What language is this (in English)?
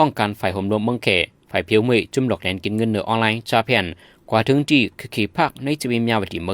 Shan